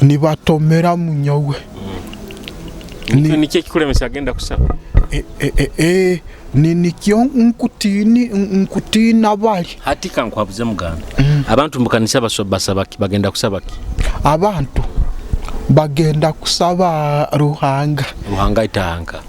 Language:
Nyoro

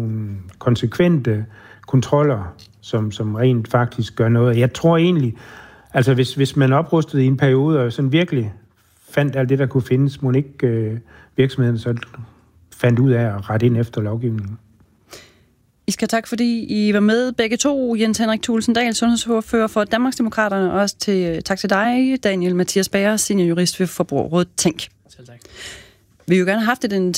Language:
Danish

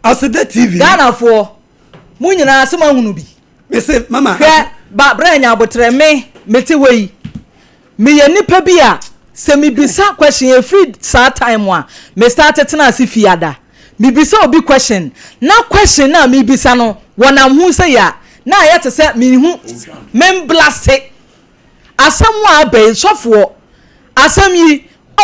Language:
Akan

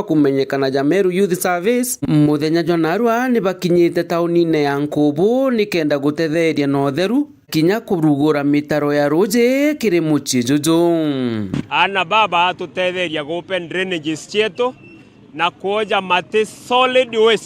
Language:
Meru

